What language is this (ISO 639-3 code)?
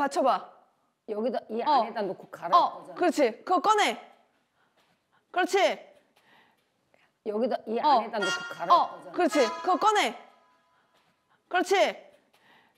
kor